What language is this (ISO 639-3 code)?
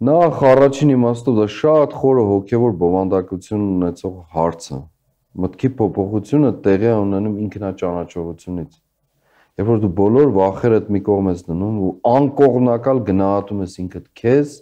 hye